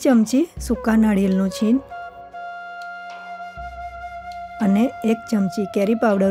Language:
Gujarati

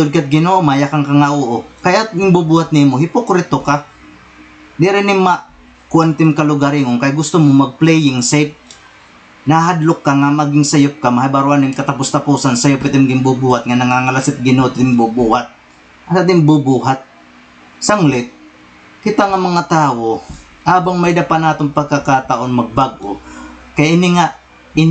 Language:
Waray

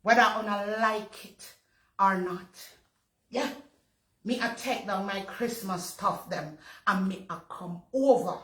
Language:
Jamaican Creole English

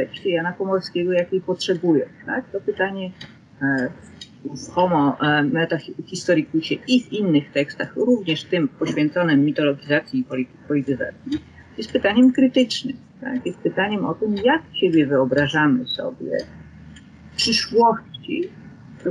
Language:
Polish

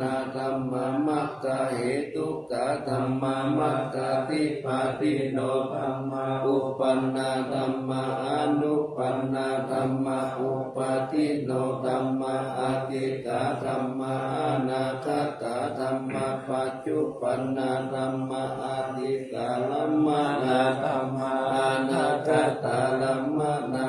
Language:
Pali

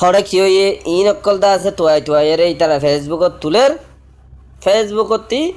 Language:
Rohingya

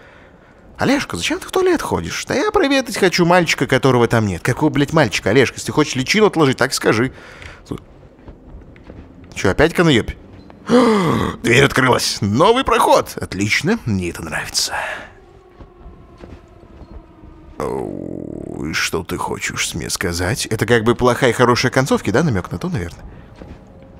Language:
Russian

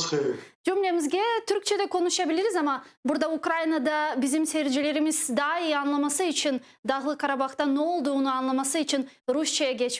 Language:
Crimean Tatar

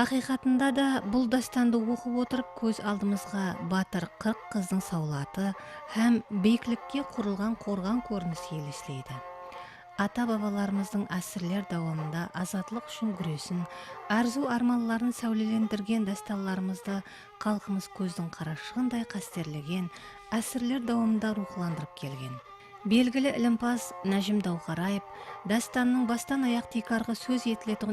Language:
Kara-Kalpak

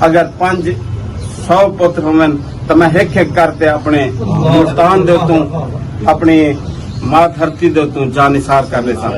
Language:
Saraiki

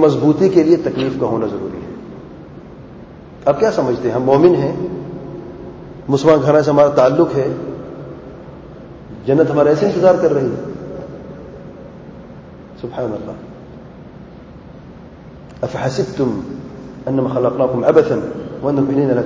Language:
Urdu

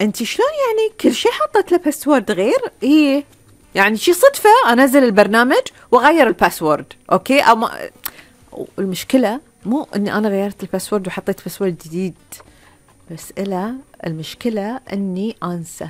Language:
Gulf Arabic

